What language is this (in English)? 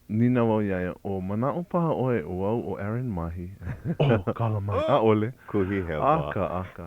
Hawaiian